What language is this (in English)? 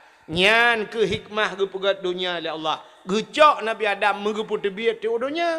Achinese